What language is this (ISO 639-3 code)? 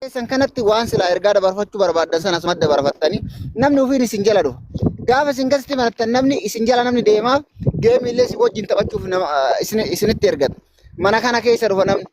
orm